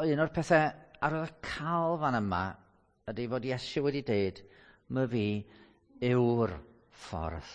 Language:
Welsh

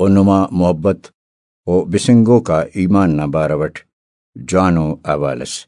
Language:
Brahui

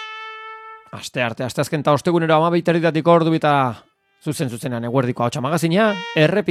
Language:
Basque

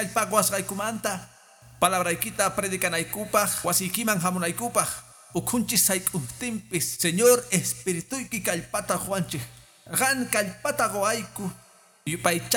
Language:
Quechua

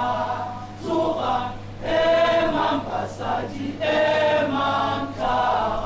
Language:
Tswana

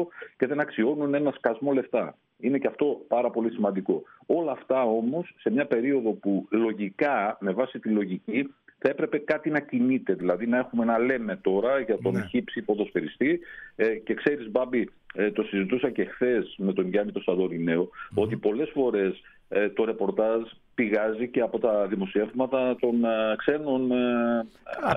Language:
Greek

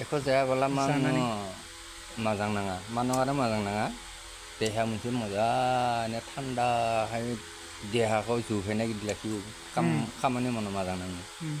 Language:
Bodo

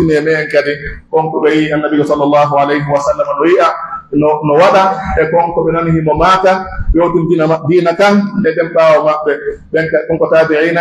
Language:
Pular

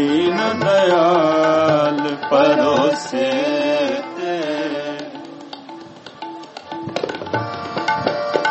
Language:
Hindi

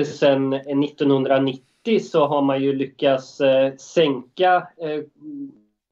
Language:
Swedish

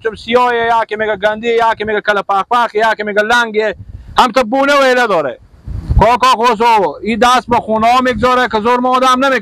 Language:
Persian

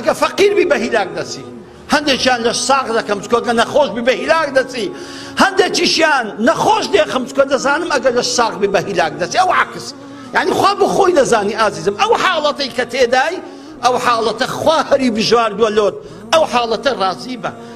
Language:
Central Kurdish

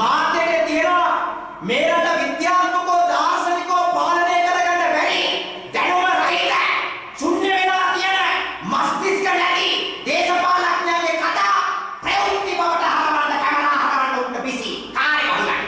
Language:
Sinhala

